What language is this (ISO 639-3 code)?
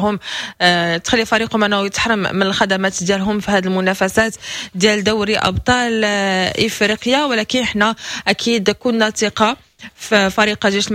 ary